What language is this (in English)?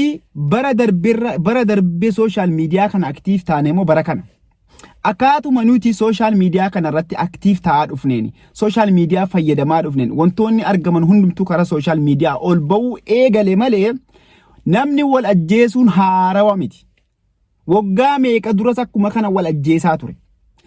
Oromo